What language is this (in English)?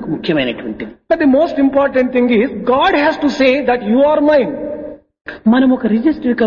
Telugu